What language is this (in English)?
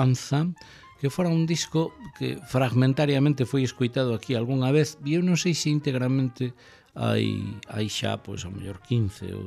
Galician